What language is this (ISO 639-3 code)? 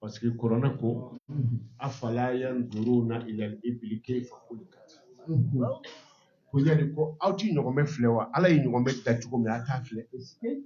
bam